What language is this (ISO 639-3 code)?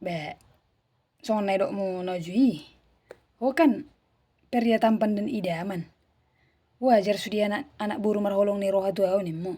bbc